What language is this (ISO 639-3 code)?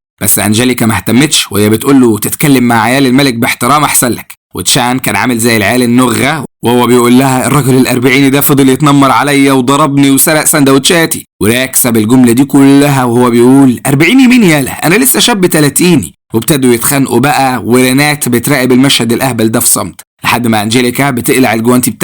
arz